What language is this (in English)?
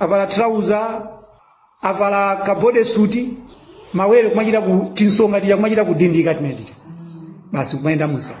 Nyanja